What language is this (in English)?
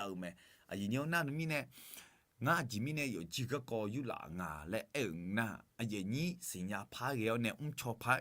Akha